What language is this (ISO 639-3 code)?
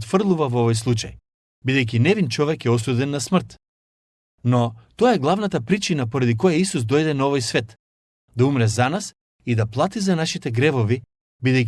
mkd